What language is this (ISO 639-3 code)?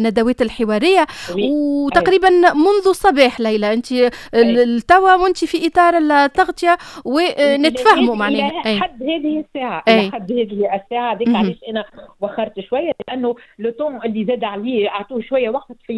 aeb